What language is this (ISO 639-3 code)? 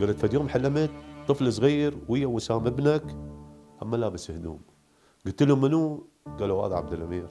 acm